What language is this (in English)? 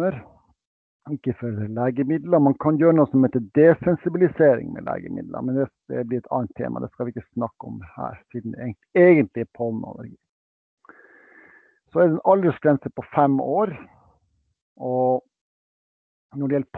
Norwegian